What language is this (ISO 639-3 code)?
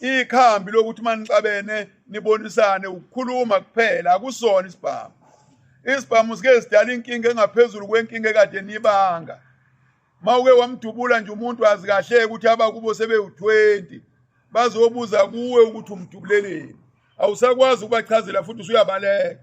zul